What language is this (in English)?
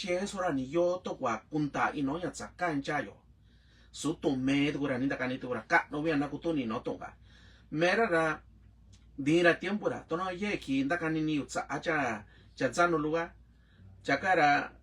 Mixtepec Mixtec